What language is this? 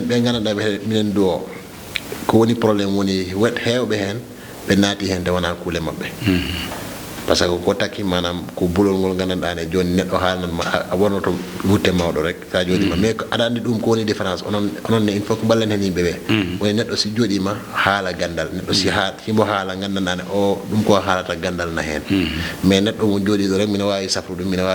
Fula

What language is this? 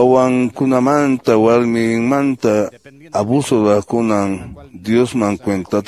Quechua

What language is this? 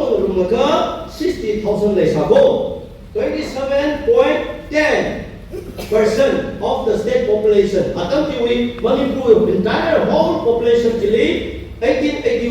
Tangkhul Naga (India)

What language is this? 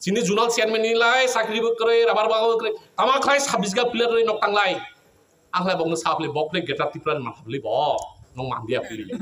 Kok Borok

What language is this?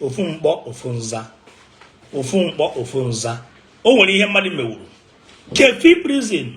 Igbo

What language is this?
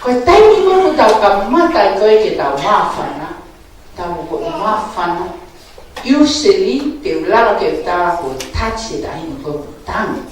Tongan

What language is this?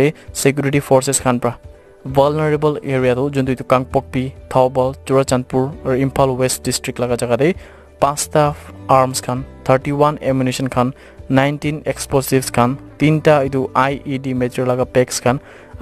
Naga Pidgin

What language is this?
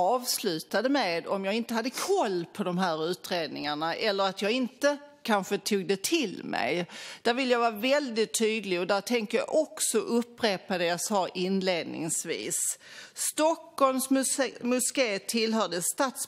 Swedish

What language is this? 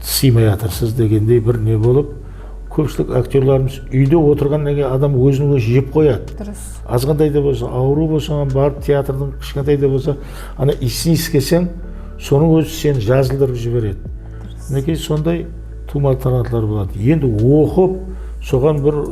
Kara-Kalpak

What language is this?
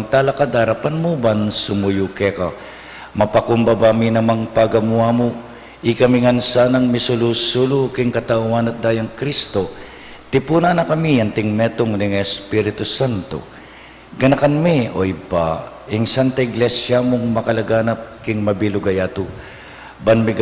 Pampanga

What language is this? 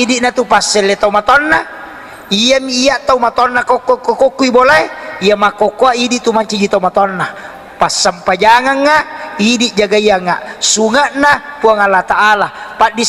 Buginese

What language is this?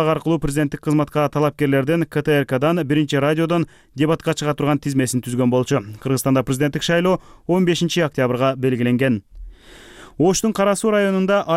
Kyrgyz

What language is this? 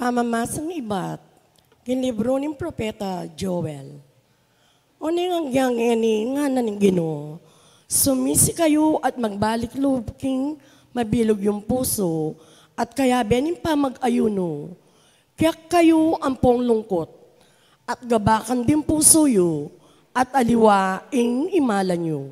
Pampanga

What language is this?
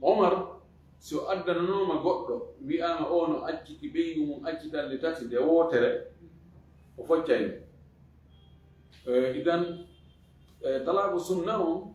Fula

